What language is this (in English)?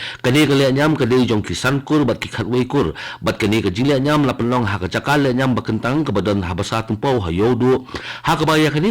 Khasi